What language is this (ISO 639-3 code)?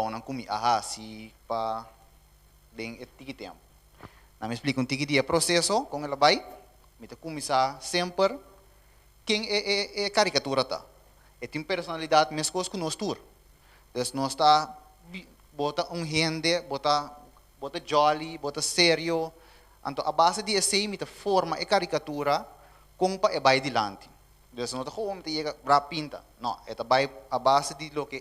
pap